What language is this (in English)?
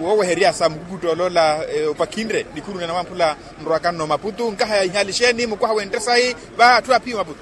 Makhuwa